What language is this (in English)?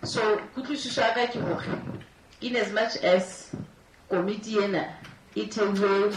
Southern Sotho